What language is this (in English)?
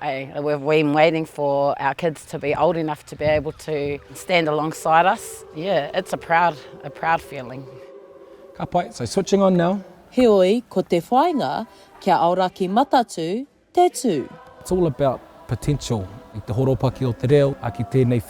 Māori